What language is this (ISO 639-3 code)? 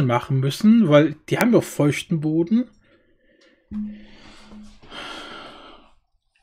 deu